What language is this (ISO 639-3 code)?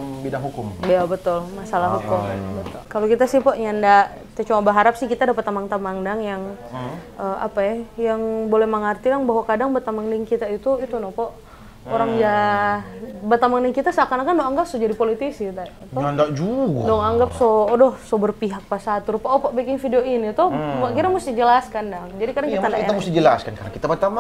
xmm